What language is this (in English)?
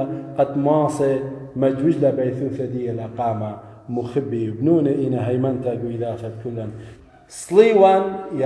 Assyrian Neo-Aramaic